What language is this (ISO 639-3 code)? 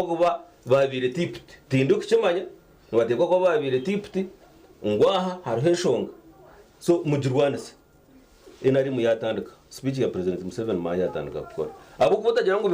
nyn